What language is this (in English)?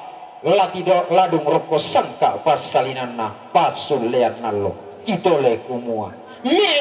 Toraja-Sa'dan